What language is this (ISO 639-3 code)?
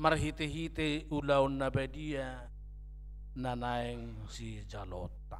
bbc